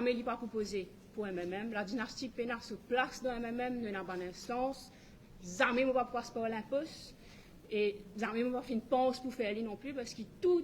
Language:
Morisyen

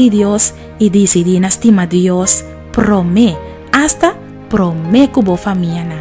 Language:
Papiamento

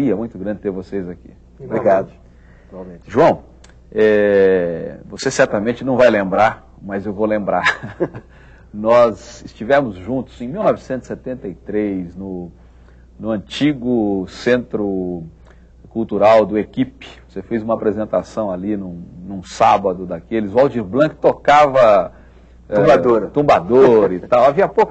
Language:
Portuguese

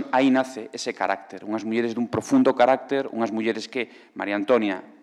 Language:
Galician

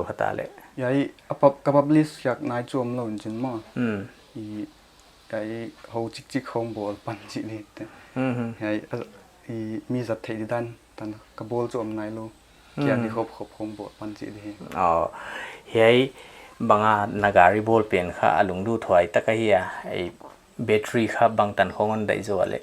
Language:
Paite Chin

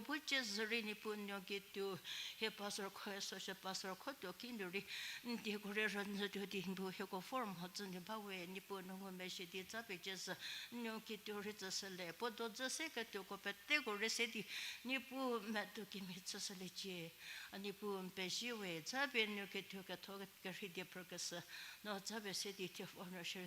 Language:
Angami Naga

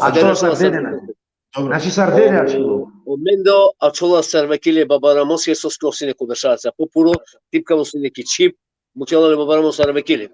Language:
Balkan Romani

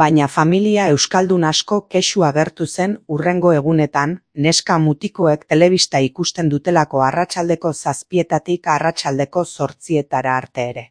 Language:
Basque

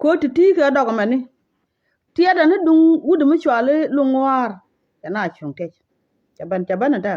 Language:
Nuer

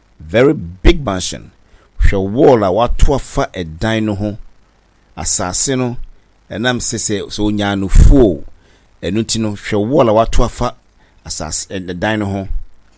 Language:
Akan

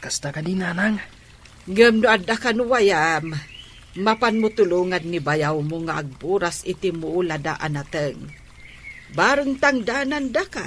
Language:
Iloko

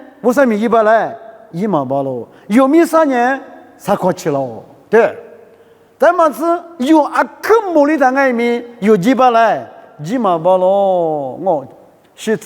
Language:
Lisu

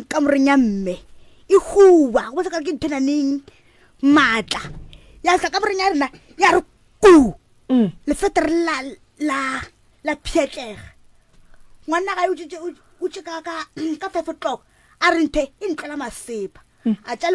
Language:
Northern Sotho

